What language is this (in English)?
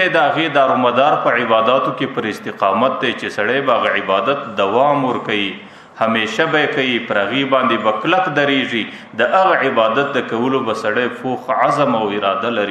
Pashto